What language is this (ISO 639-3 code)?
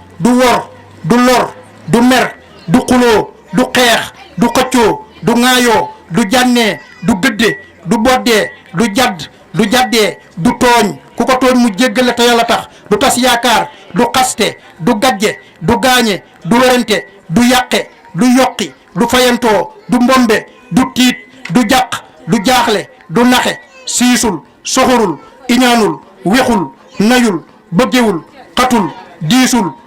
wol